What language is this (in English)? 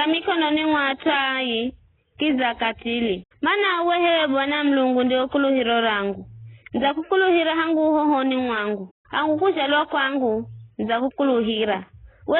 Giryama